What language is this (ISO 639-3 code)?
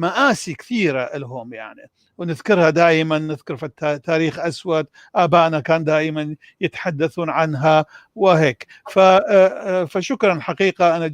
apc